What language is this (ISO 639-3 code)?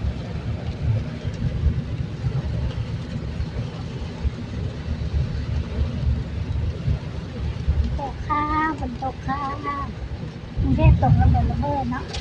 lao